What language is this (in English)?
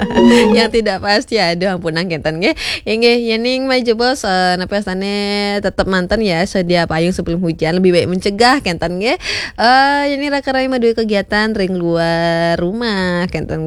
Balinese